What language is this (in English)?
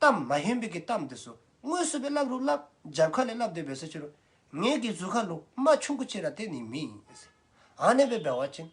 Dzongkha